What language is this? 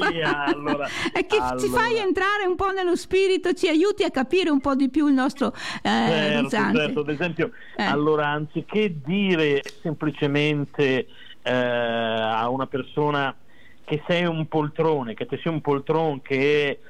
Italian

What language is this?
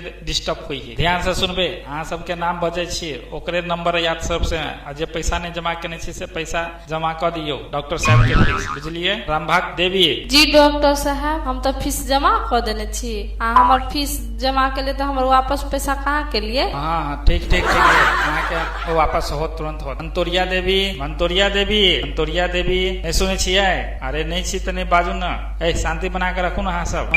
Maithili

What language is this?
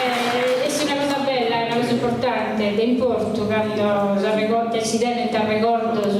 Sardinian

